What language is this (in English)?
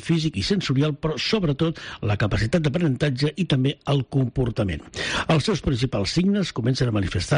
Catalan